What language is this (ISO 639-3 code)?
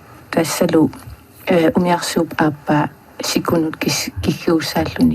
kal